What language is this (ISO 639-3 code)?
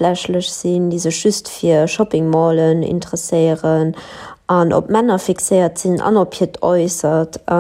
ltz